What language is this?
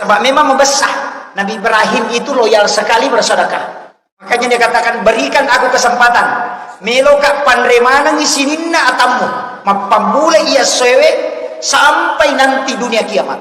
Buginese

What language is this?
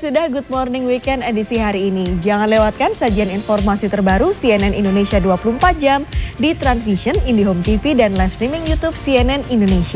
Indonesian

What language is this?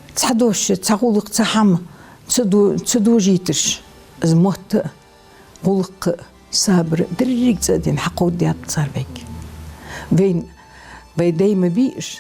Ingush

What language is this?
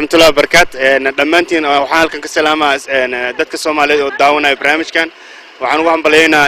Somali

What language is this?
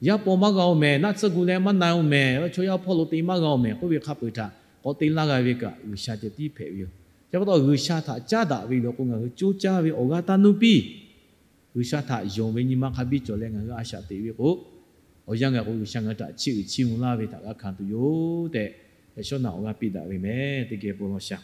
Lahu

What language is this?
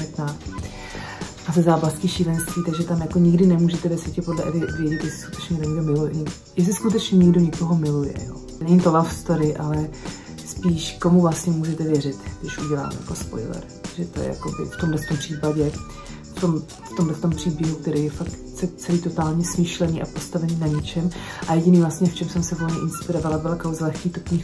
Czech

